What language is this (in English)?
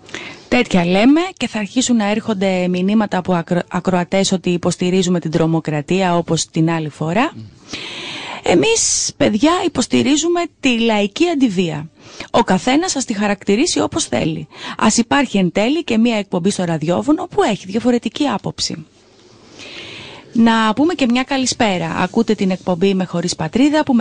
Greek